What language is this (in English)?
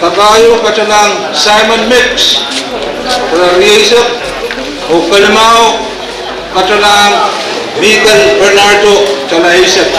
Pohnpeian